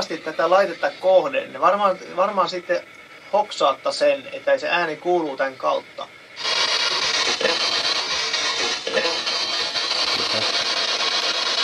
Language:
Finnish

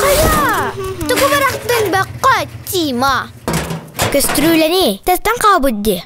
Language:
Yakut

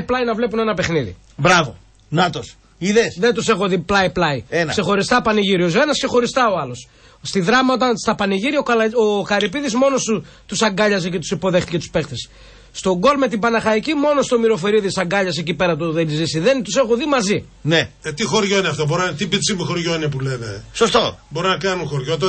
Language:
Greek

